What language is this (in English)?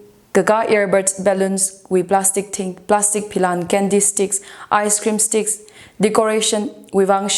Tangkhul Naga (India)